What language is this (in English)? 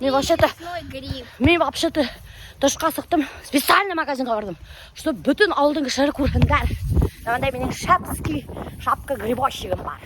Bashkir